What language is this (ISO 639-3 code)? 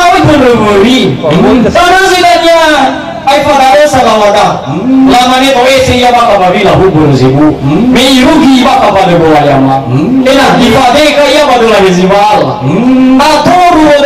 nia